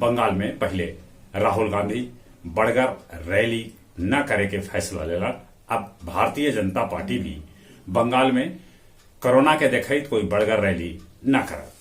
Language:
Magahi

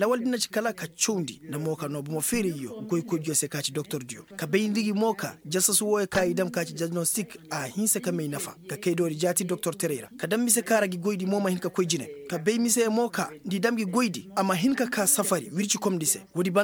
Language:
Koyraboro Senni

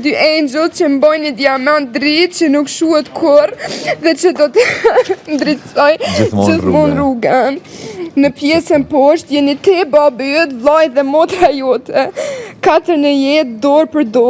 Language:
Albanian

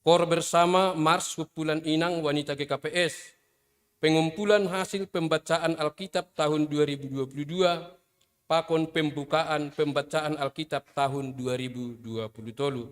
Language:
Batak Simalungun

